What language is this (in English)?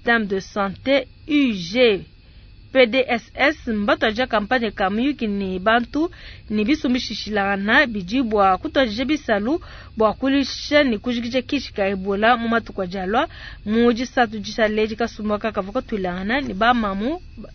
Luba-Lulua